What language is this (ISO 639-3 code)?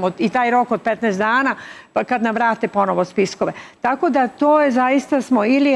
srp